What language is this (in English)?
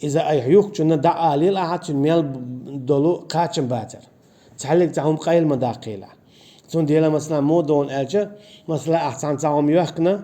Chechen